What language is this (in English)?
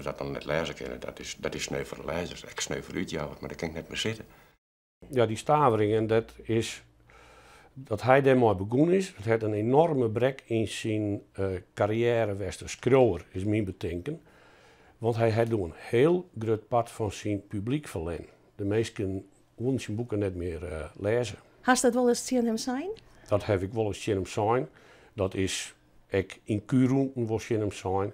Western Frisian